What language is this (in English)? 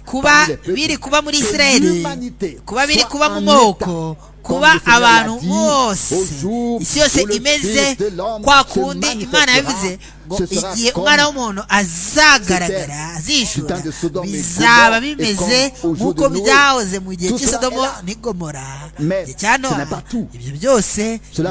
Kinyarwanda